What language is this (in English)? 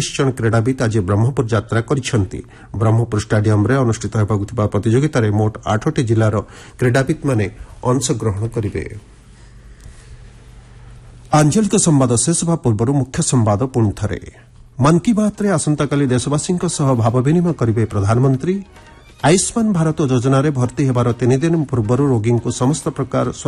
Odia